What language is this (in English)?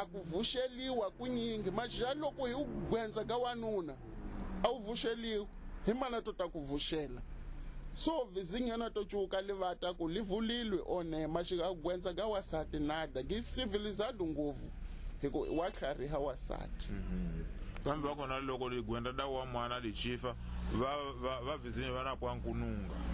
Tsonga